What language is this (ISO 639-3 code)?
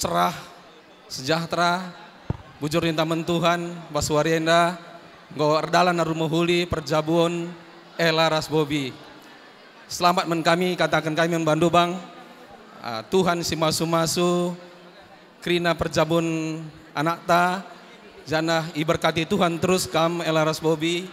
btx